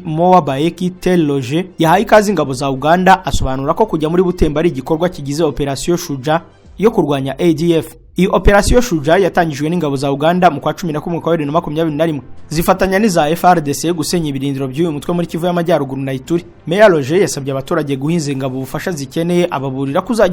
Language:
Kinyarwanda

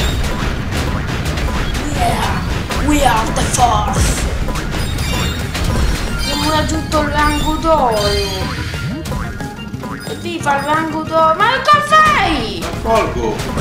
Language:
Italian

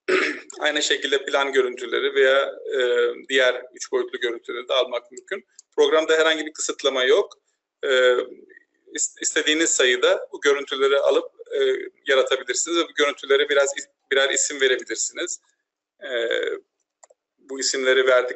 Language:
Turkish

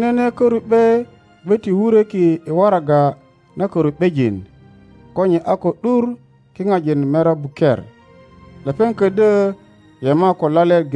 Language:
Teso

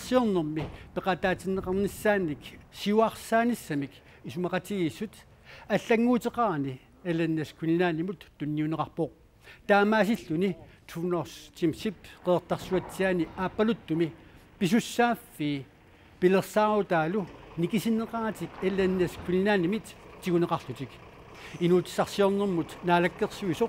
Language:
Kalaallisut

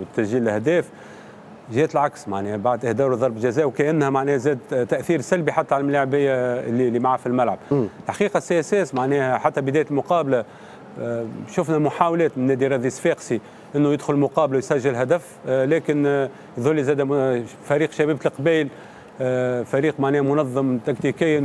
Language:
Tunisian Arabic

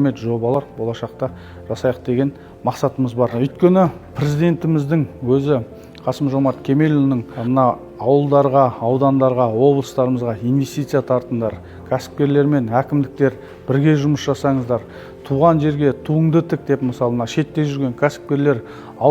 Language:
Kazakh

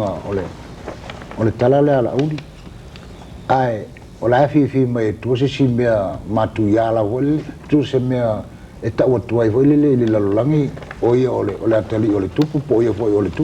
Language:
Samoan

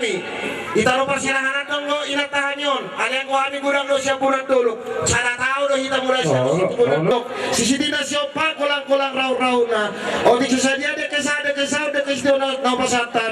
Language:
Batak Toba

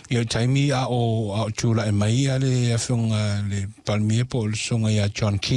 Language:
Samoan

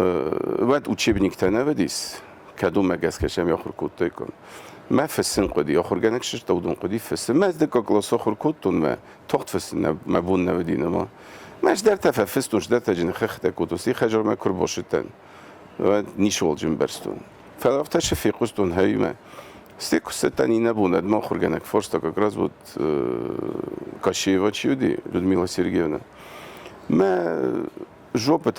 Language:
Ossetic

